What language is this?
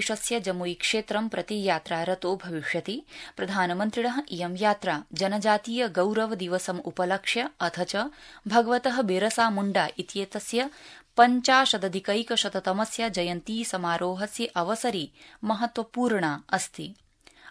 Sanskrit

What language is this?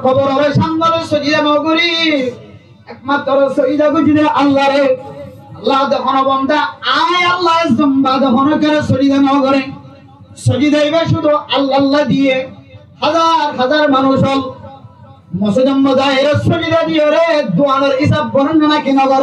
Rohingya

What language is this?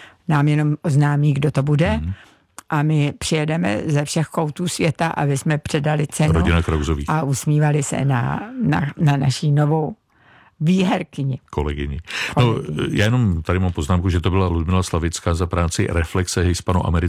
Czech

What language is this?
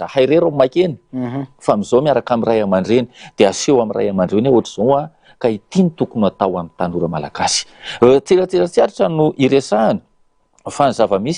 Malagasy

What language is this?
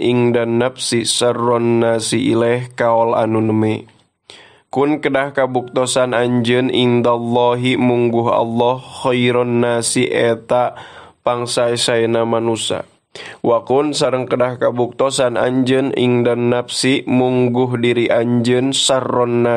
Sundanese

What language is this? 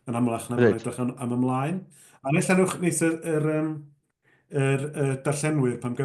Welsh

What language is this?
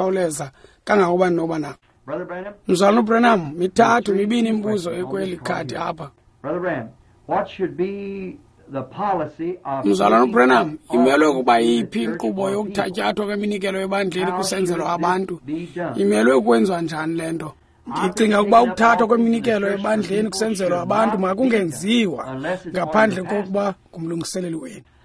Xhosa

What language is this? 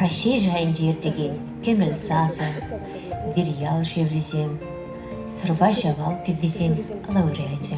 Chuvash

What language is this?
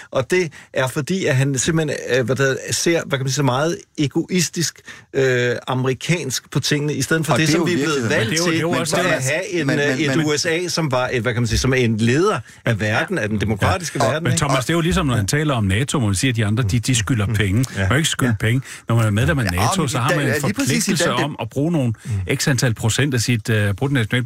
Danish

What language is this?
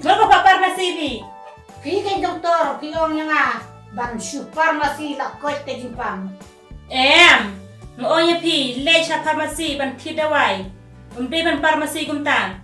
Khasi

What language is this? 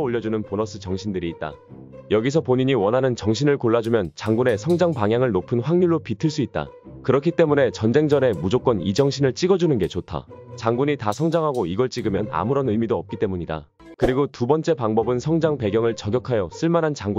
Korean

